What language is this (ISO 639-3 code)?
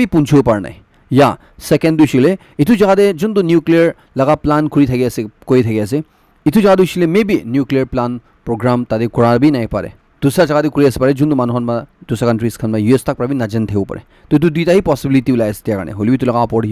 nag